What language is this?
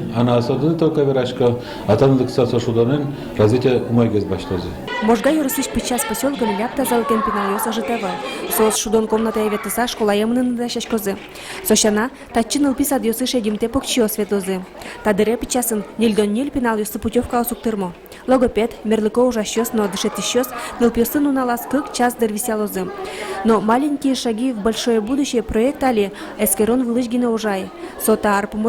Udmurt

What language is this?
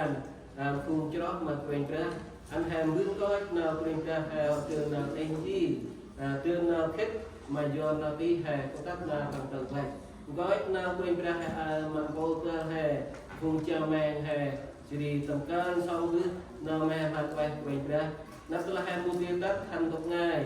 Central Mnong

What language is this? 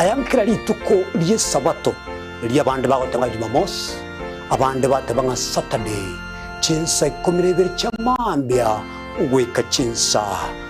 Gusii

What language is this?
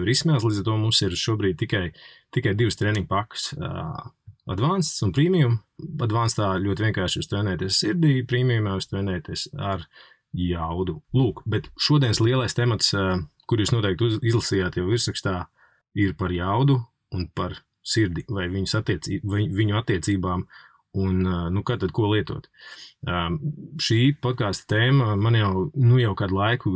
Latvian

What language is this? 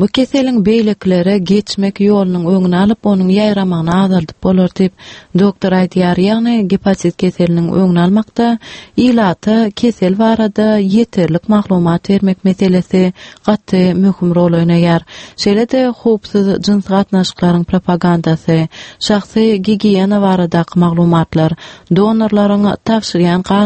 Turkmen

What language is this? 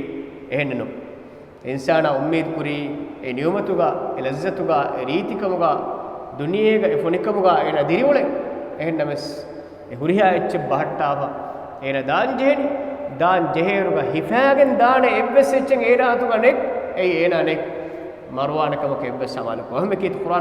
Divehi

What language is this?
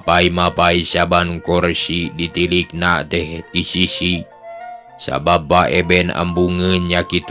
Sundanese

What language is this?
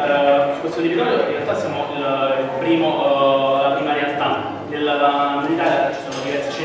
Italian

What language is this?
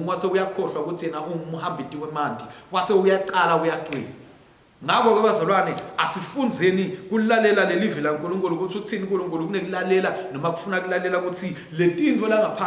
Swati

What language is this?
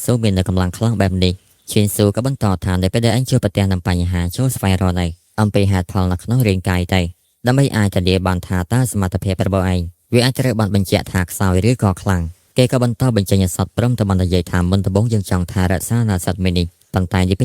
Khmer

